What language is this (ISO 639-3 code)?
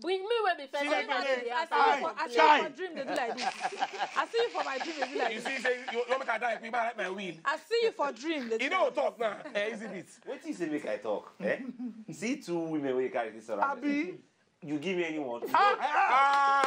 pcm